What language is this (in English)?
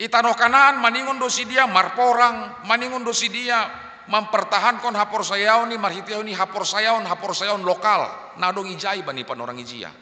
Batak Simalungun